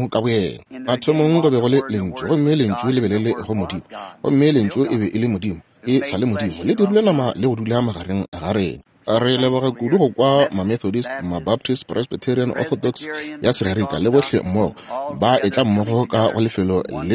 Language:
Northern Sotho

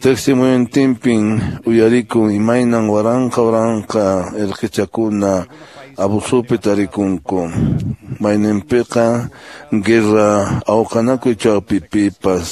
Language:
Quechua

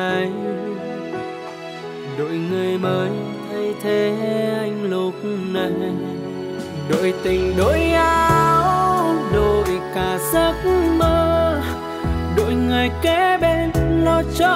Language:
Vietnamese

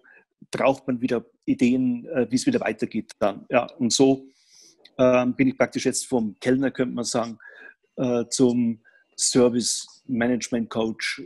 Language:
German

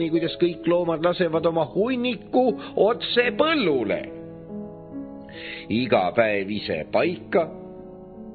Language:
Estonian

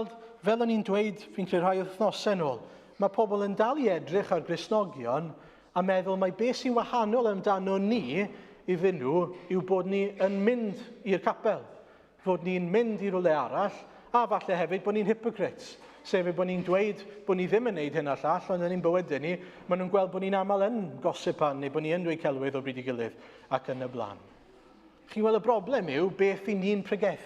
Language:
Welsh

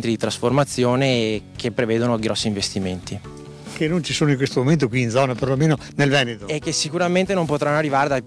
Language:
Italian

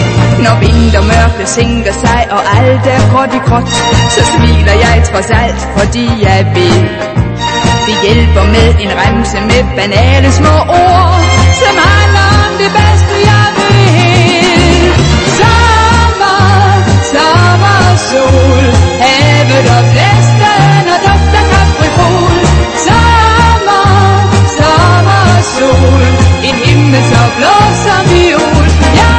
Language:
Danish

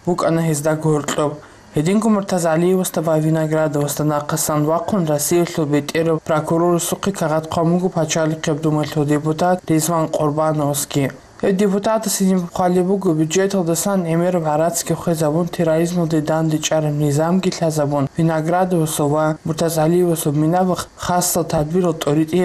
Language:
Avaric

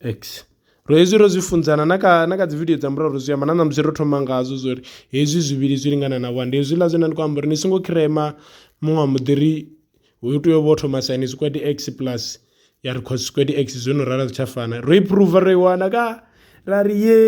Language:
Venda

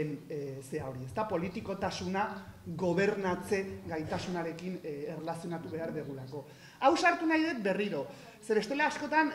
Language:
Basque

